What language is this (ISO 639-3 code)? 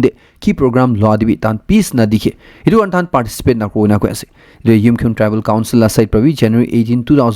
nag